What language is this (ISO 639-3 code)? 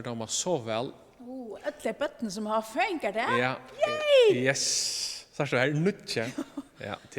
fao